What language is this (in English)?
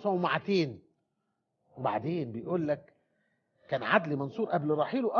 Egyptian Arabic